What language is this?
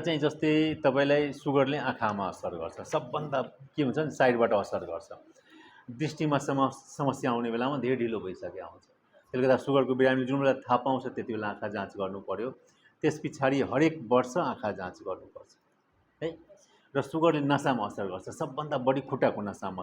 Nepali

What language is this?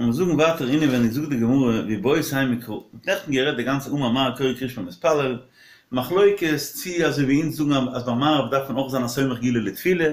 Yiddish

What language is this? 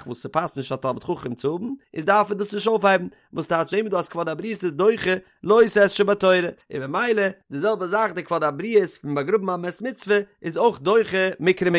Yiddish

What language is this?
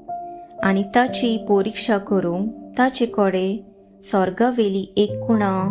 Konkani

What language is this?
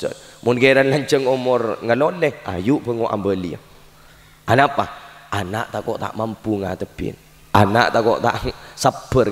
Madurese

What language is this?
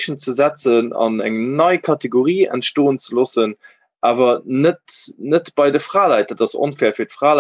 Luxembourgish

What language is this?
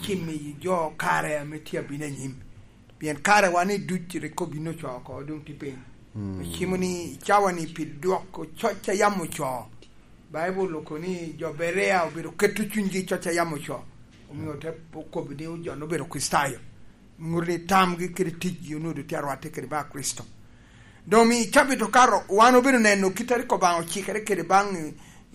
Lango (Uganda)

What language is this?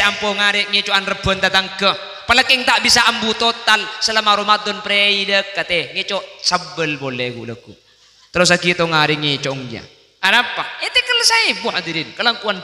Madurese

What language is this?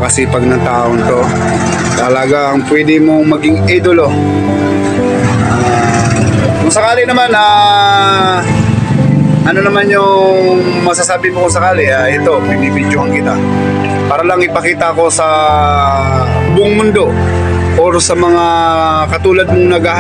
Filipino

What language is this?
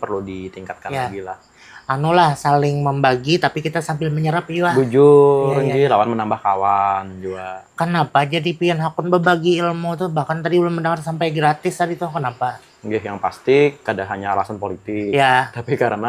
Banjar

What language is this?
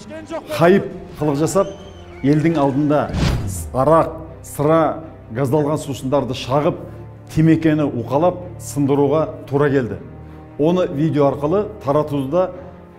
Kazakh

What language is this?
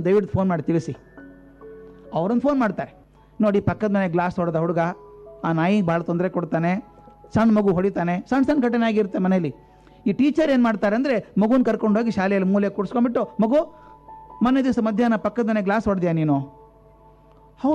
Kannada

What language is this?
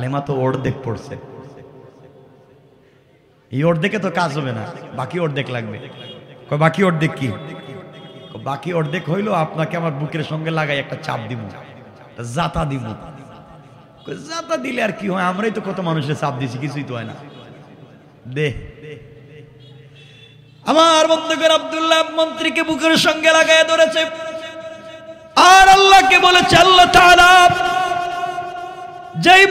Bangla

